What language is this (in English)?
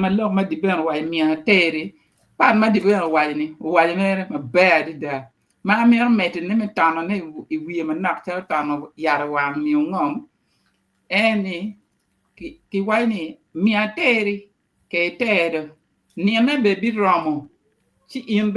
Acoli